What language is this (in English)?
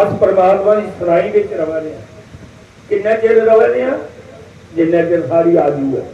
Dogri